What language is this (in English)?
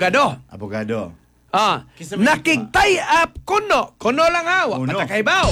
Cebuano